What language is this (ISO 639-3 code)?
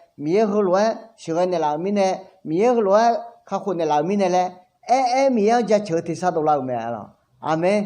ahk